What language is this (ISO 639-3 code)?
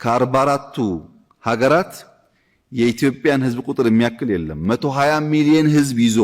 amh